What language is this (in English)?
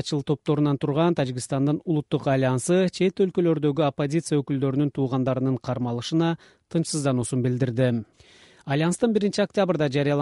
Kyrgyz